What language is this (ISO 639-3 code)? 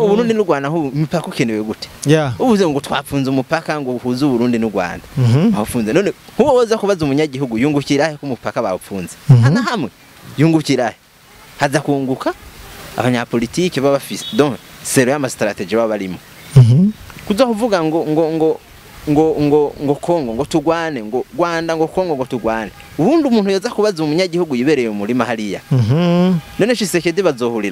run